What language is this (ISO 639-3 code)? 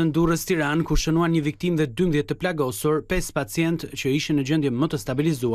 sqi